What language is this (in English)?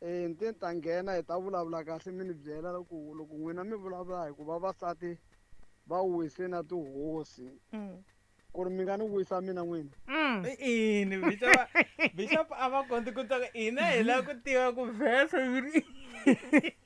Tsonga